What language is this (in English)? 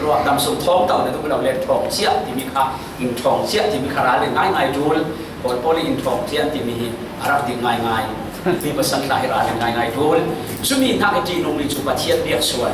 Falam Chin